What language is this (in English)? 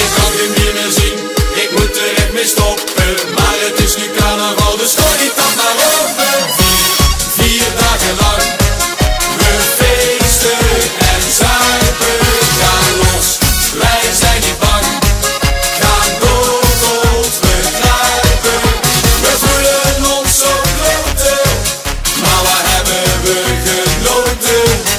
Dutch